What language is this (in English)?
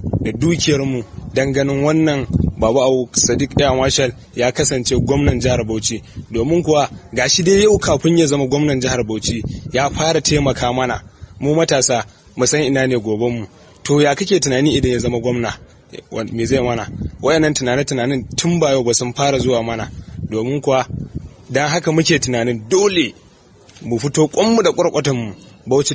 Hausa